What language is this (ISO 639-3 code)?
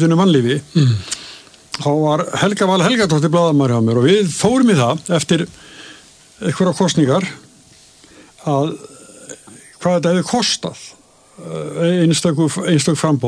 isl